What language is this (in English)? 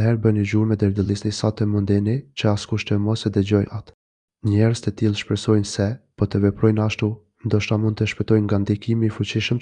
Albanian